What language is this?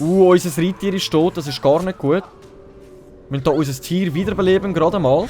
Swiss German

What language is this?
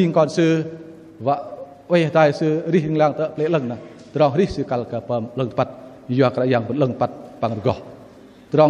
Bahnar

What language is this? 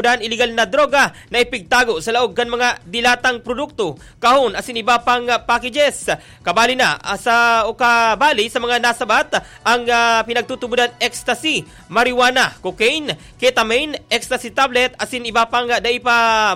Bikol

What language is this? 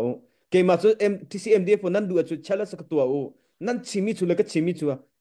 Hakha Chin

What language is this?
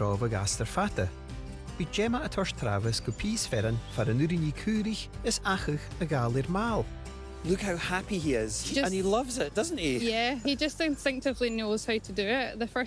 Scottish Gaelic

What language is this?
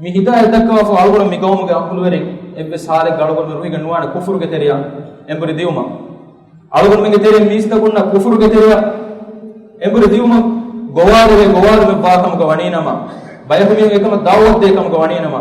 Divehi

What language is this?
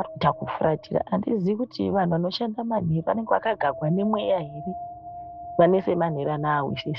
Shona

